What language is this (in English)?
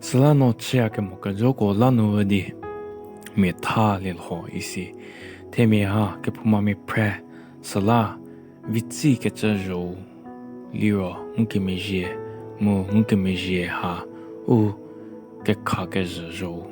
Angami Naga